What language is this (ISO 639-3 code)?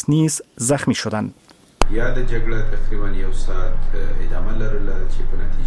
fas